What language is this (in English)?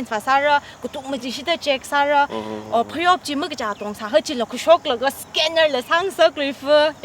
Tangkhul Naga (India)